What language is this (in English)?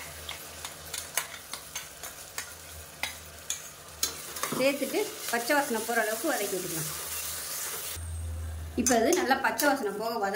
Tamil